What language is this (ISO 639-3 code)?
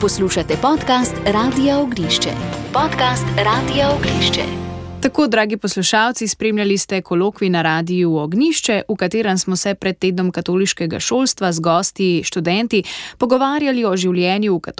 slv